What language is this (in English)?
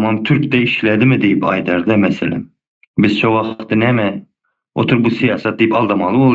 Turkmen